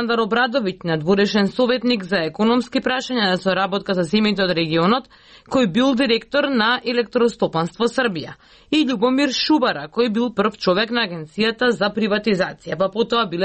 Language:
Macedonian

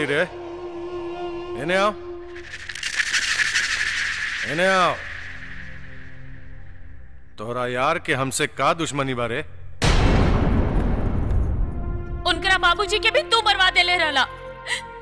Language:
Bhojpuri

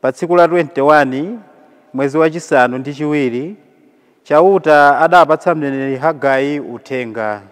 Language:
Nyanja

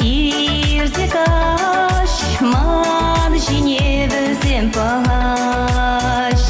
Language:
Chuvash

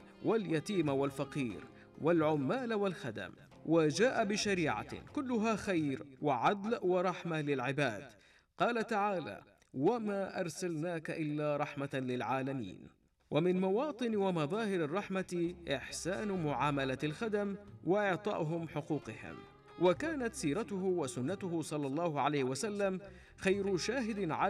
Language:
Arabic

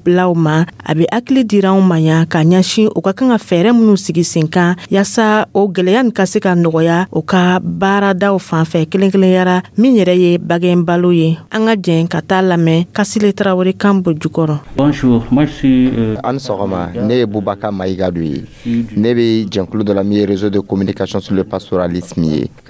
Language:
Dyula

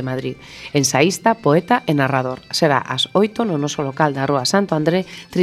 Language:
Galician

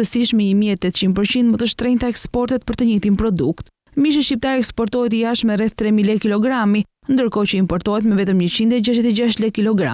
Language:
Albanian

